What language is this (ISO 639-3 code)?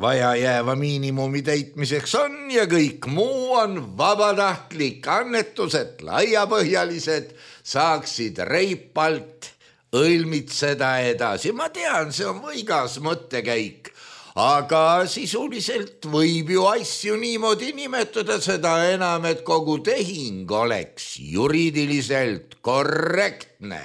est